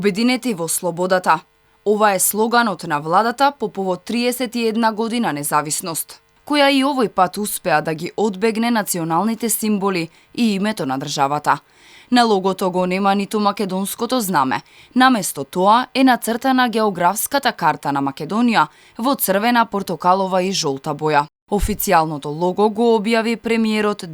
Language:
Macedonian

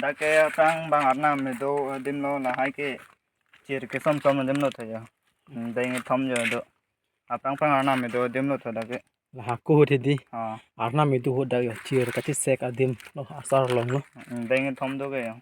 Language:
Karbi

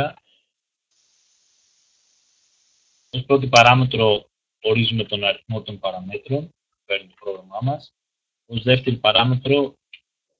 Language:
Greek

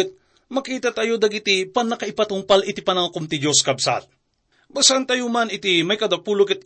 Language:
Iloko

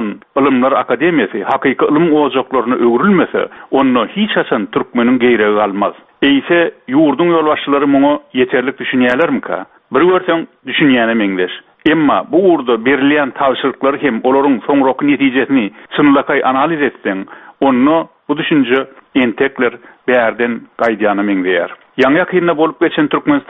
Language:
Turkmen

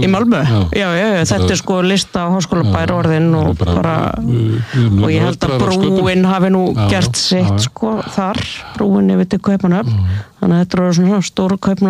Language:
Icelandic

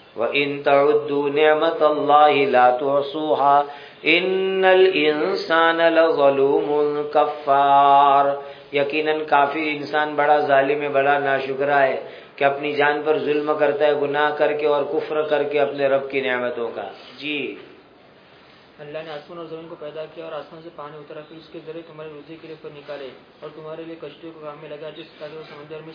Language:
Urdu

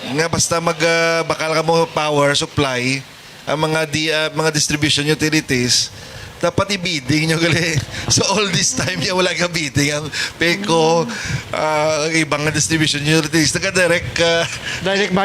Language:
Hiligaynon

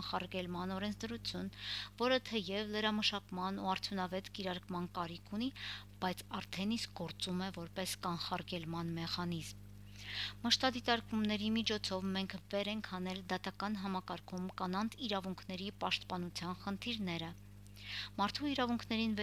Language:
Armenian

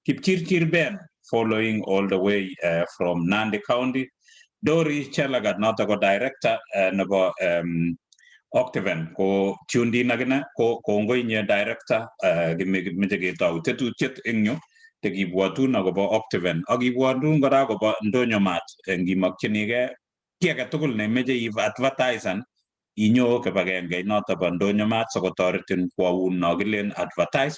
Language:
Kalenjin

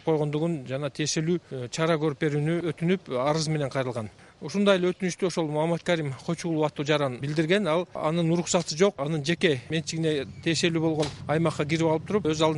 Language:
Kyrgyz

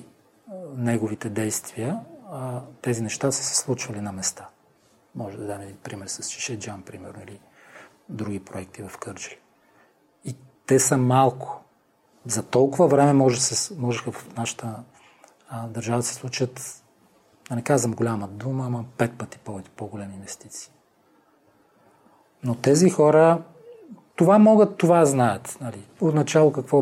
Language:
Bulgarian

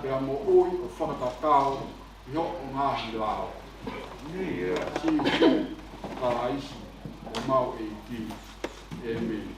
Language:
Tongan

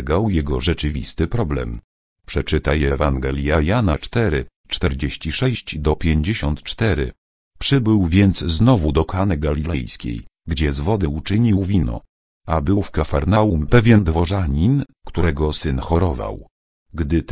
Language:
Polish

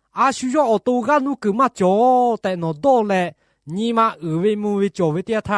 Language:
Lahu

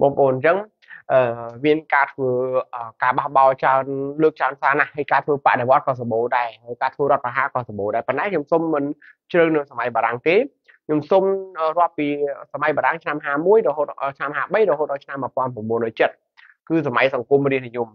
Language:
Khmer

